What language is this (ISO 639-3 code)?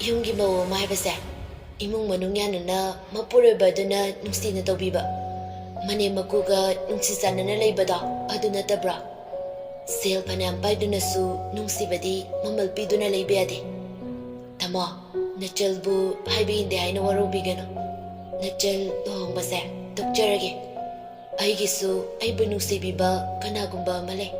mni